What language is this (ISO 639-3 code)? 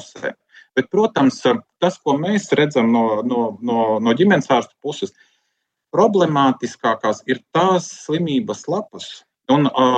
lav